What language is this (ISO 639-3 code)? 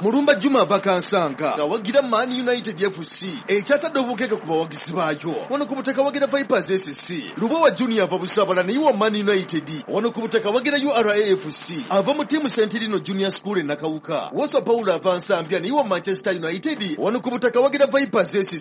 lug